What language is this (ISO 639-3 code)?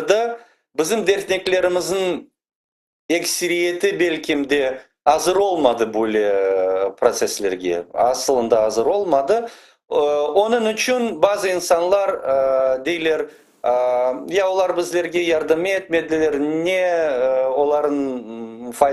crh